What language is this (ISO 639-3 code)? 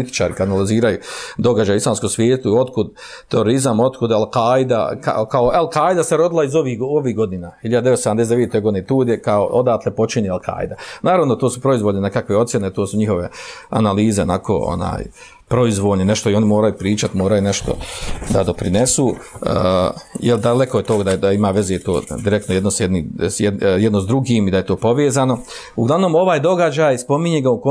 bos